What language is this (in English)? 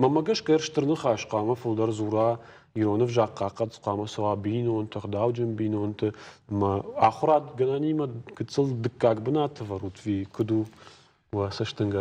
Ossetic